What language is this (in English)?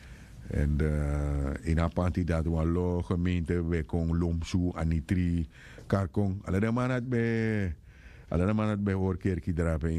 Sranan Tongo